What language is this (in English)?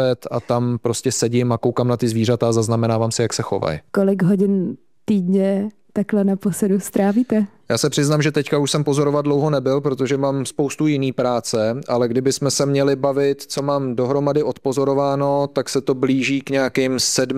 Czech